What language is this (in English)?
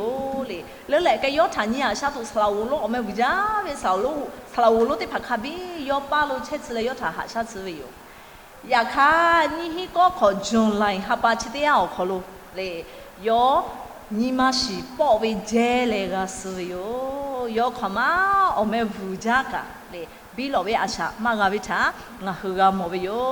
Lahu